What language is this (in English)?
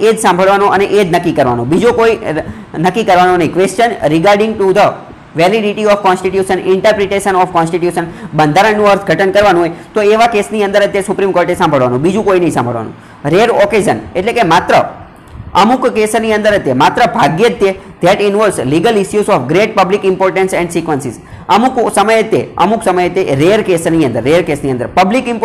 Gujarati